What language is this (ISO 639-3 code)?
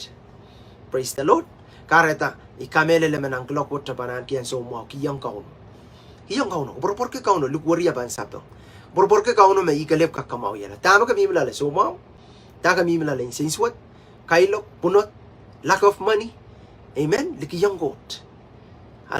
pon